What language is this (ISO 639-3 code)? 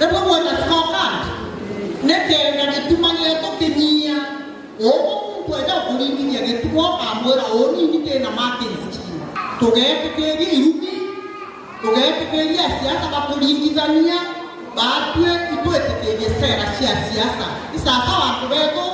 mer